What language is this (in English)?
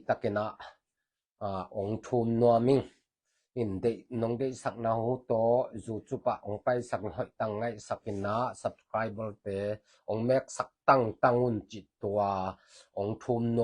Tedim Chin